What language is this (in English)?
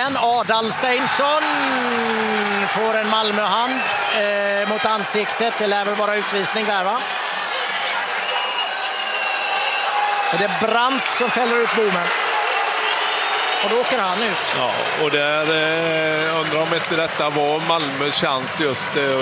Swedish